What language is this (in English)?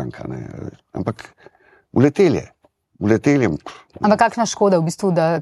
Slovenian